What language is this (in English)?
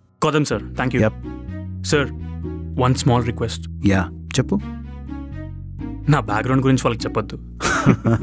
Telugu